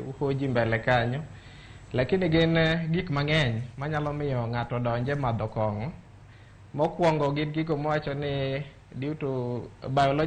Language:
Luo (Kenya and Tanzania)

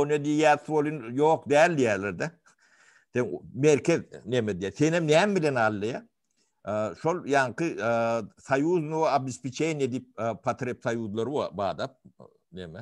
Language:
Turkmen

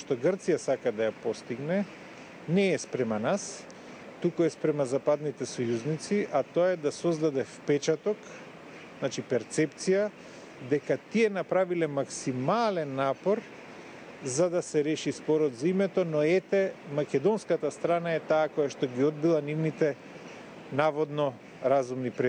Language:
Macedonian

